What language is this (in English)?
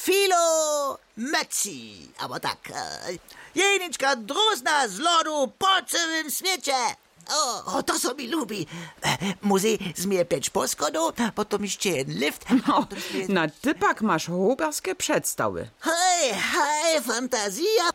Upper Sorbian